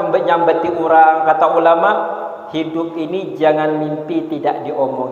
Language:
Banjar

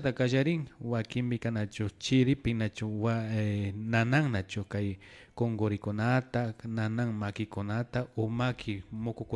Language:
Imbabura Highland Quichua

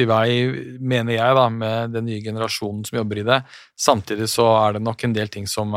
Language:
Norwegian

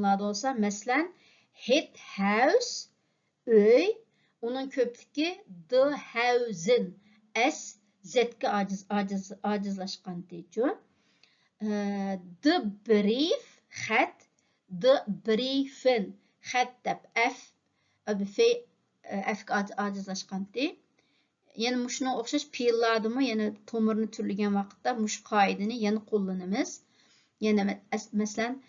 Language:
Uyghur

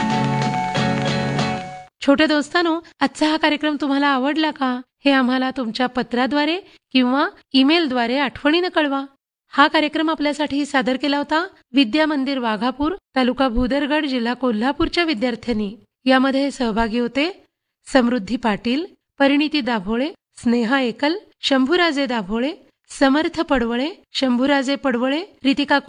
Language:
Marathi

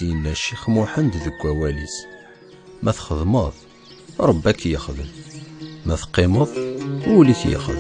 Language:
Kabyle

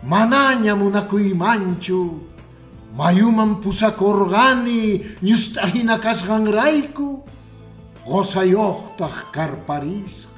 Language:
Quechua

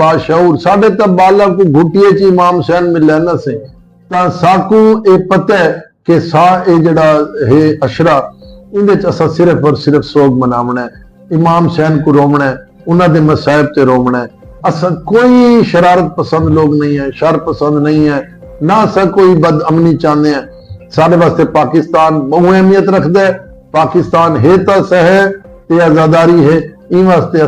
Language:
Saraiki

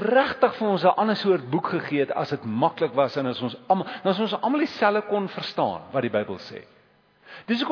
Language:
Afrikaans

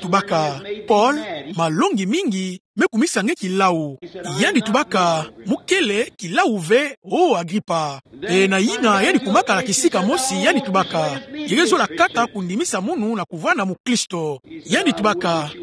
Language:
Kituba (Democratic Republic of Congo)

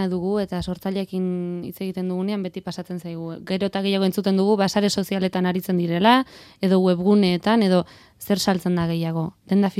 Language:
Basque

